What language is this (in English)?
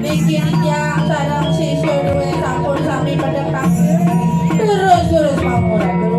Balinese